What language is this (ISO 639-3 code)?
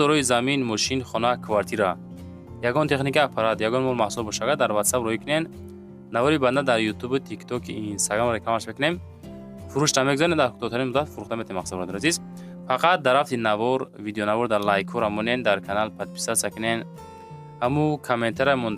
tgk